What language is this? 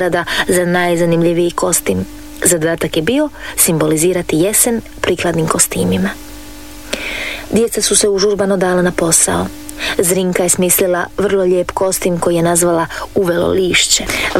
Croatian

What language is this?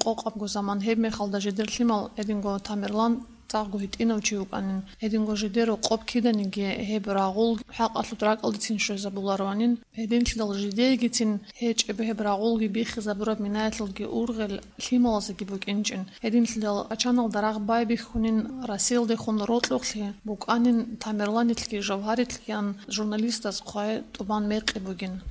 Avaric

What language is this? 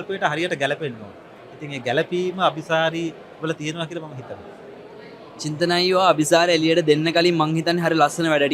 Sinhala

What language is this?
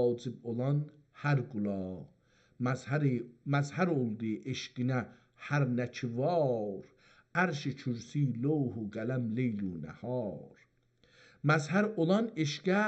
South Azerbaijani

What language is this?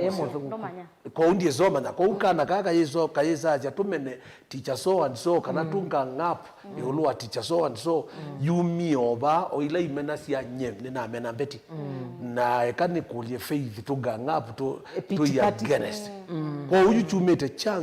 Kamba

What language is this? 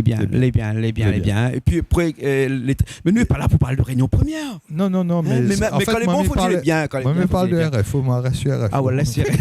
Réunion Creole French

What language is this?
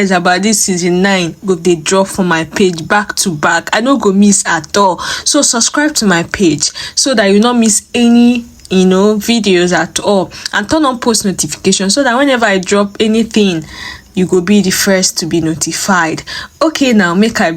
Nigerian Pidgin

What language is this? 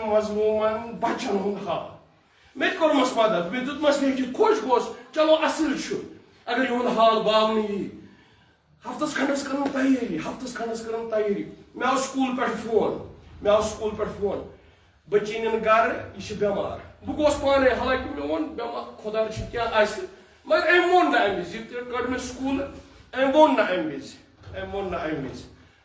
Kashmiri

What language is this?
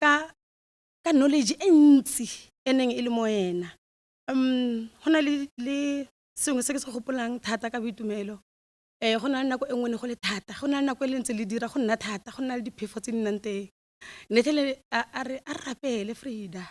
Tswana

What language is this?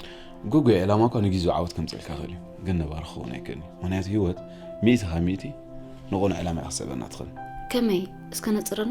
Tigrinya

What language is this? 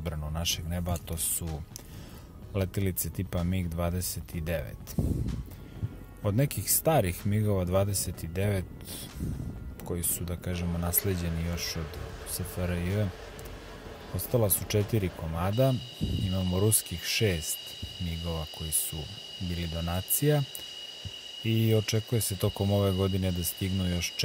Serbian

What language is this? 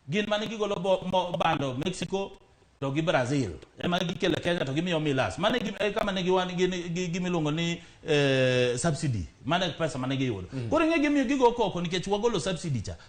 Luo (Kenya and Tanzania)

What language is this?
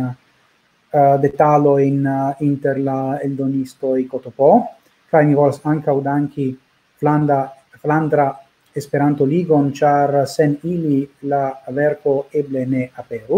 Esperanto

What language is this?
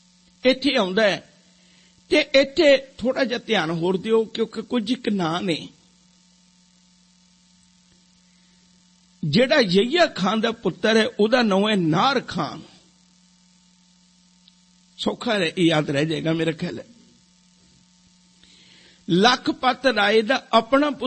Punjabi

